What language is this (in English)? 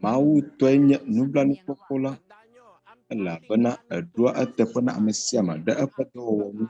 Ewe